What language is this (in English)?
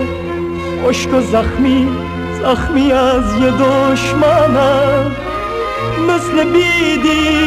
Persian